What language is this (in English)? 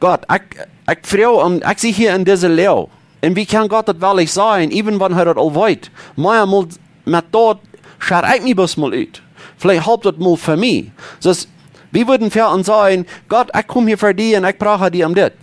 Plautdietsch